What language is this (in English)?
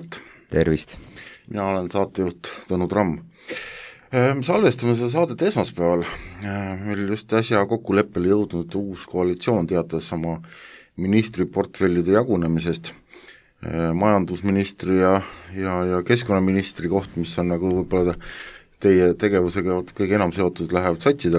Estonian